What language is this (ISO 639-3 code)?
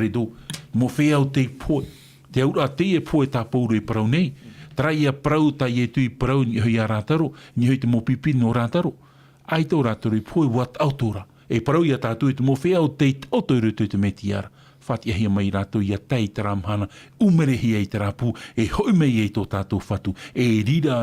tah